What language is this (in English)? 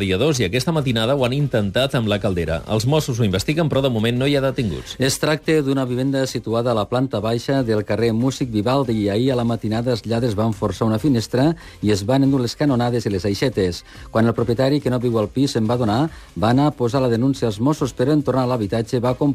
Catalan